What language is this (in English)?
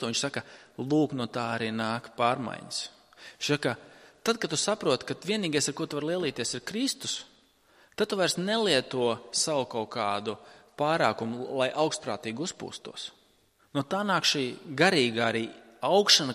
Latvian